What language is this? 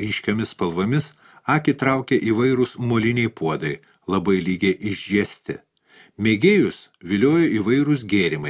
Lithuanian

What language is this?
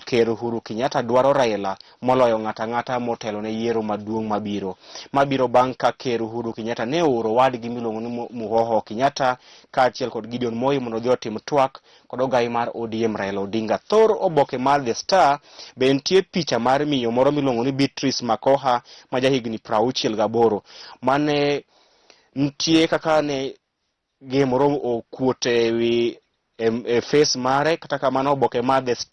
Luo (Kenya and Tanzania)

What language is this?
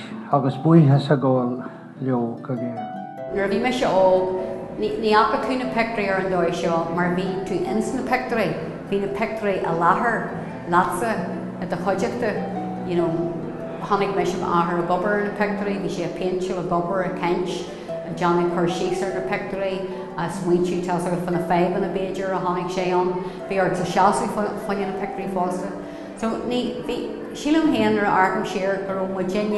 Irish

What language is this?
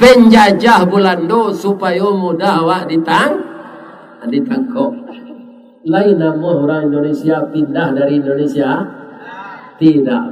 Minangkabau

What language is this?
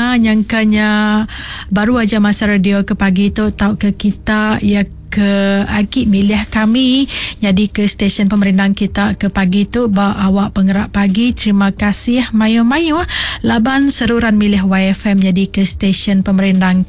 Iban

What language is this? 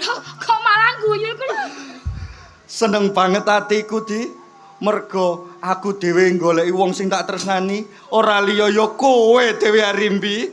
Javanese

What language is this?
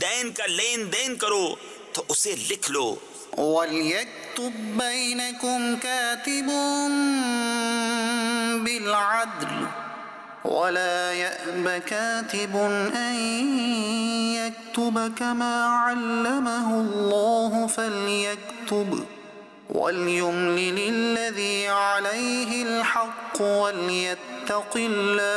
Urdu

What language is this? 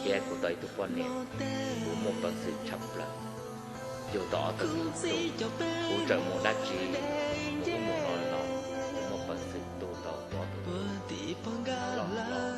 Hmong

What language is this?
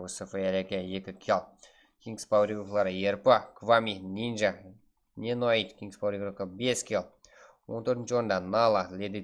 Kara-Kalpak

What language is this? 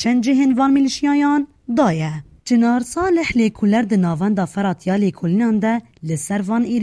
Kurdish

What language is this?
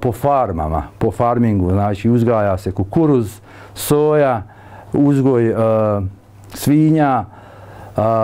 Bosnian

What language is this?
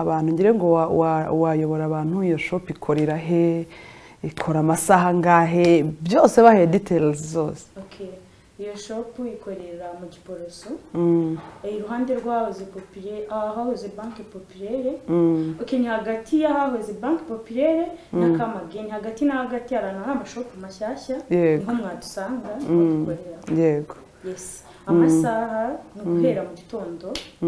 Kinyarwanda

